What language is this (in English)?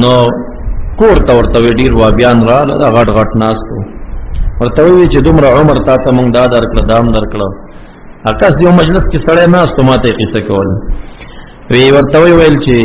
Pashto